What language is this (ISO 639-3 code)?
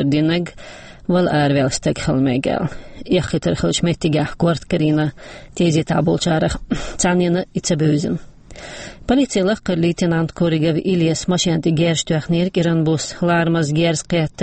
che